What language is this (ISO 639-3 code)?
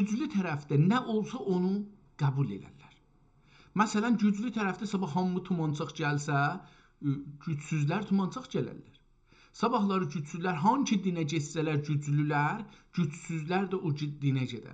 azb